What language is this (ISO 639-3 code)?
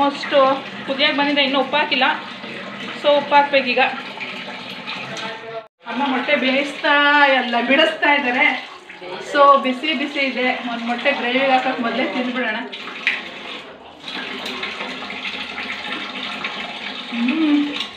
kan